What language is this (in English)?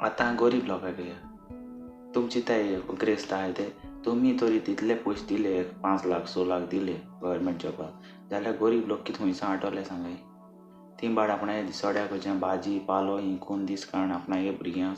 Konkani